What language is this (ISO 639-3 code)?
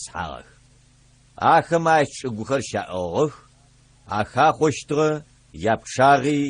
ady